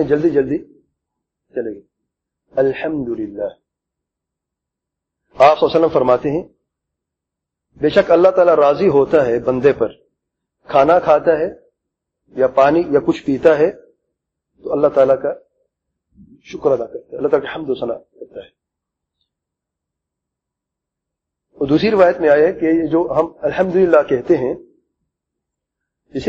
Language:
Urdu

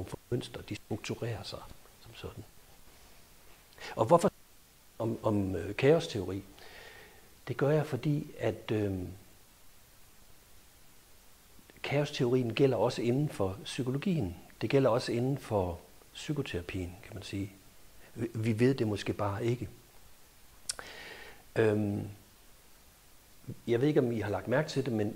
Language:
Danish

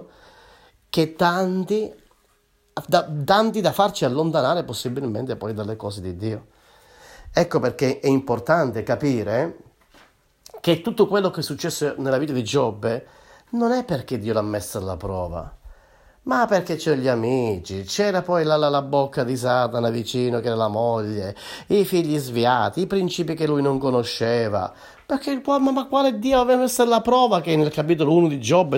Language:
Italian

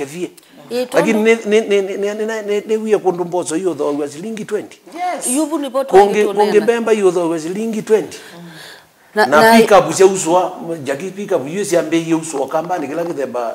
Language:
Kamba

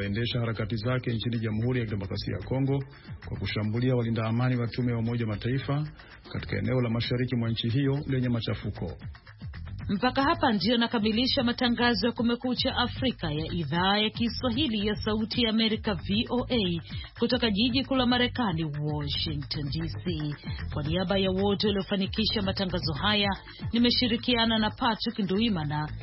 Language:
Swahili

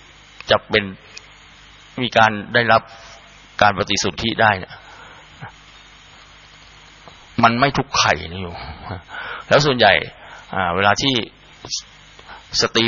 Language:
Thai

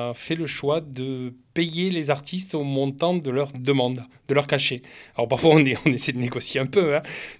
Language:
French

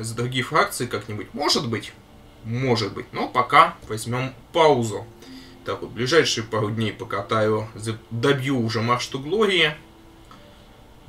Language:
Russian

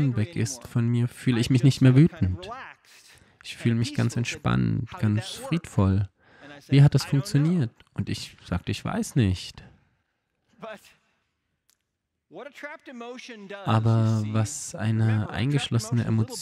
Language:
German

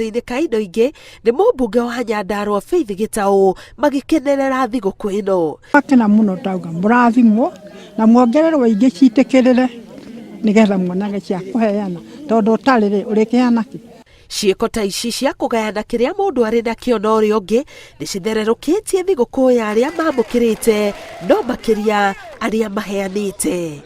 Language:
Kikuyu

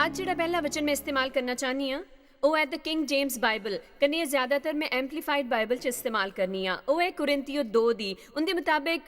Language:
Dogri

